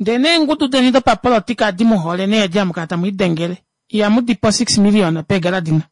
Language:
Kuanyama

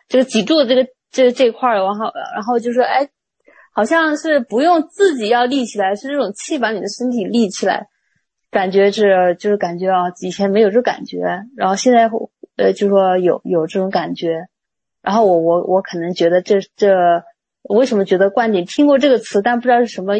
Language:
Chinese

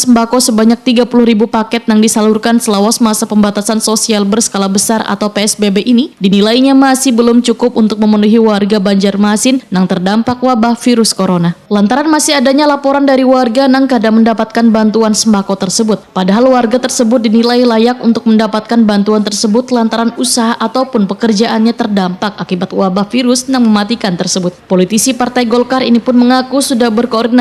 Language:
Banjar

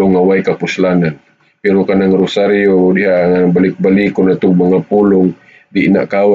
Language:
Cebuano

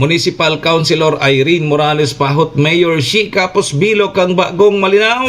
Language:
Bikol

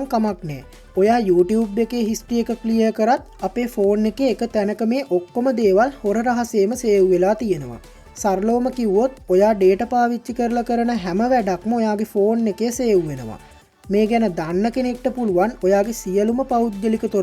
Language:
Sinhala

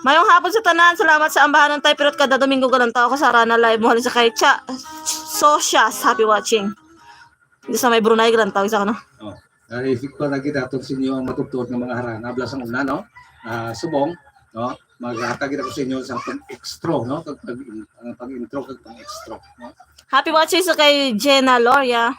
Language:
Hiligaynon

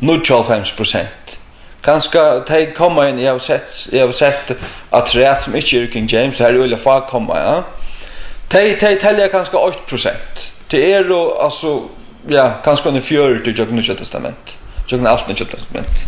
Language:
Faroese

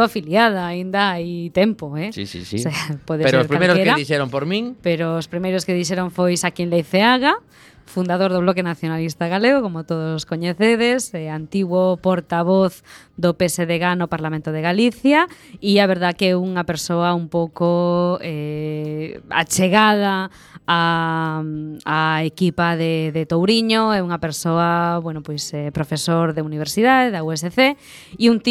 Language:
Galician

